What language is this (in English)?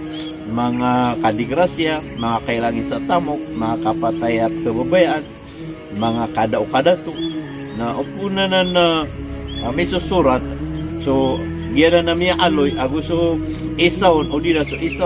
Maranao